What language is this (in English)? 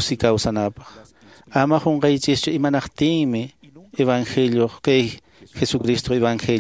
Quechua